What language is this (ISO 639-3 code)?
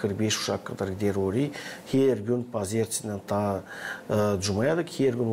gag